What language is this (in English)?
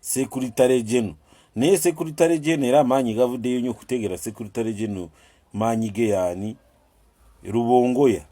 Ganda